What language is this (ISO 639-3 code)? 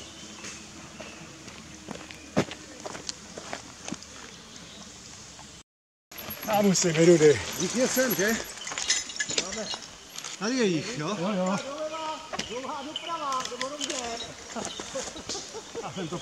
ces